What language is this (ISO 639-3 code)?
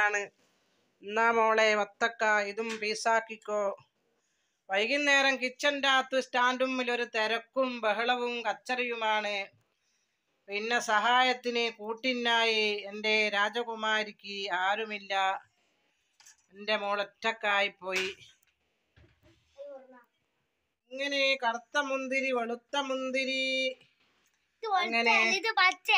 mal